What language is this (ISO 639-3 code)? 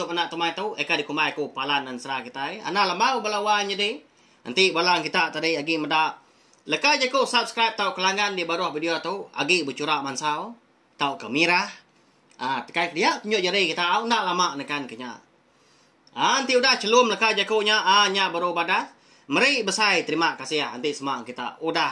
iba